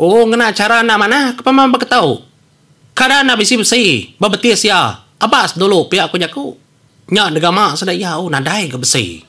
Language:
Iban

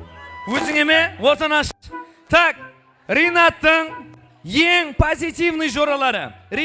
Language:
Kazakh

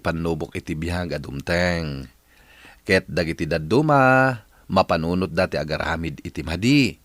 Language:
Iloko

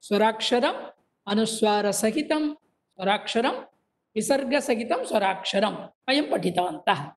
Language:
Sanskrit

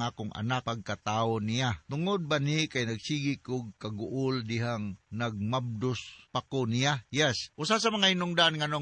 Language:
Cebuano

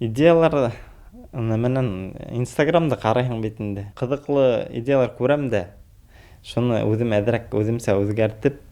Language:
Bashkir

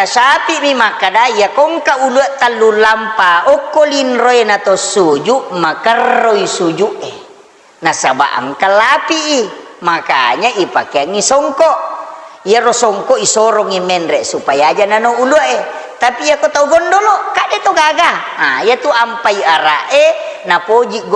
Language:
Buginese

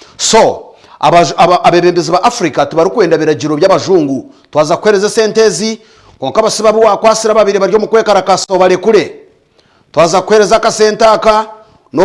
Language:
Nyankole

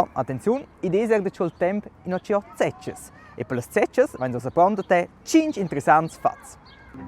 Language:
Romansh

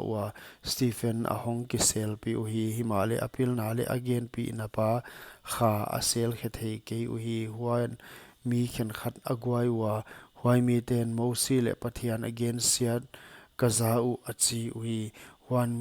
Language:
Paite Chin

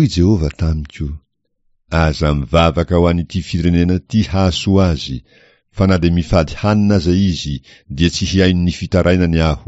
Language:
Malagasy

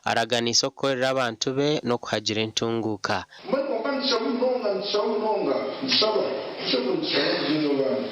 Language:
Nyankole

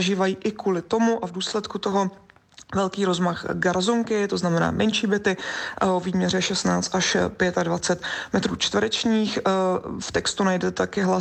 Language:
Czech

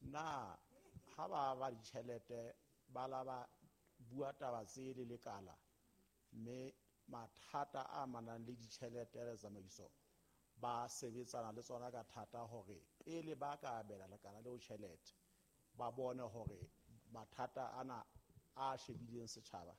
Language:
Southern Sotho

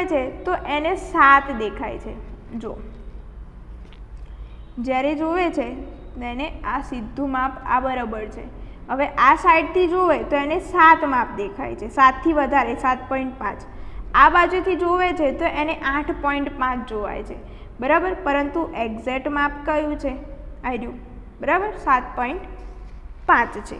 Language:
Gujarati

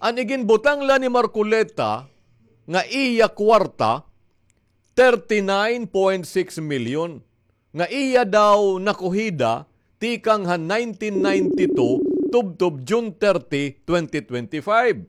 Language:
Waray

